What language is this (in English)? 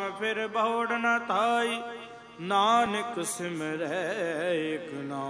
Punjabi